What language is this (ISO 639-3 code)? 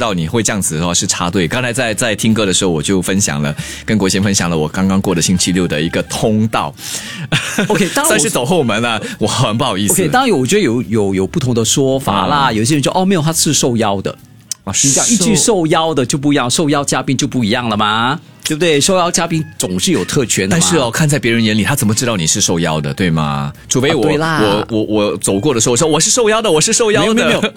zho